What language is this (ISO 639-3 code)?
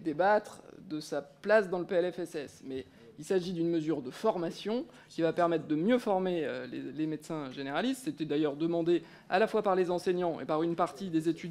fra